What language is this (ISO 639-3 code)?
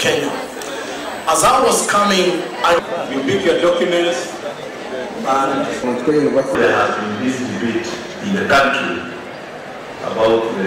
kam